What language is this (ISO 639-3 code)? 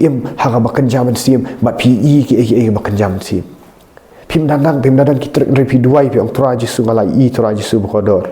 kha